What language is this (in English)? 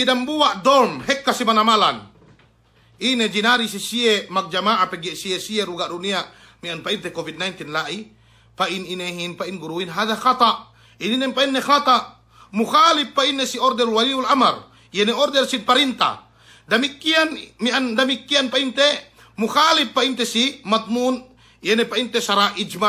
Yakan